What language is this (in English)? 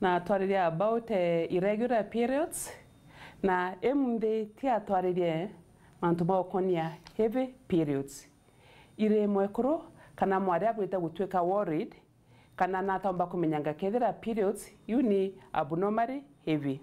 Meru